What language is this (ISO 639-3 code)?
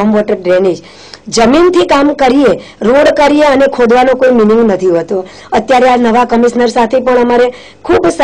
guj